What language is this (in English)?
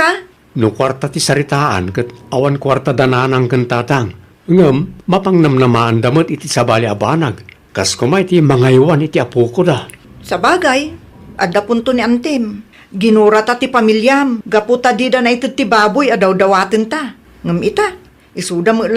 Iloko